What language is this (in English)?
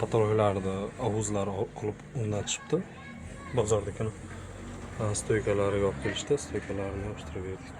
Uzbek